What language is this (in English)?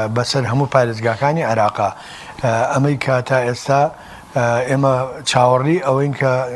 Central Kurdish